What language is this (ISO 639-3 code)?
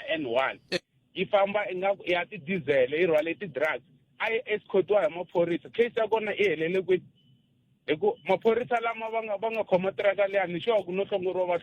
tso